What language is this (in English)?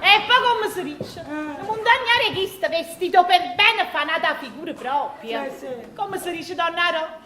Neapolitan